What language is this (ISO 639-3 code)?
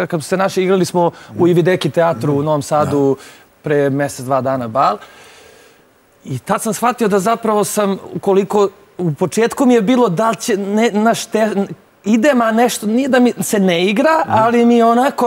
srp